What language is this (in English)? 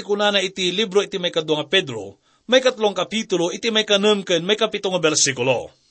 Iloko